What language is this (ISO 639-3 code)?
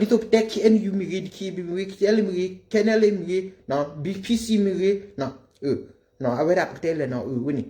ksw